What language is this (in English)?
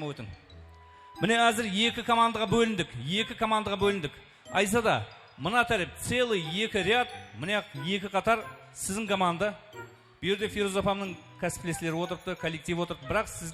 Kara-Kalpak